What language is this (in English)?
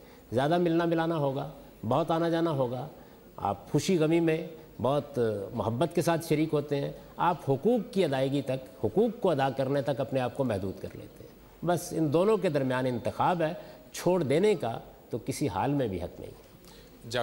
Urdu